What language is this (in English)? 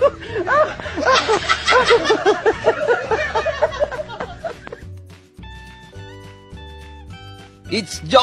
Filipino